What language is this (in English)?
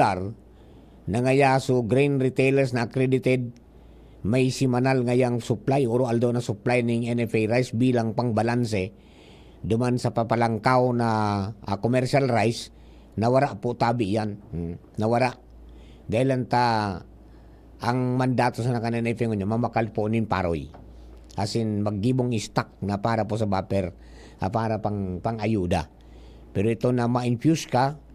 Bikol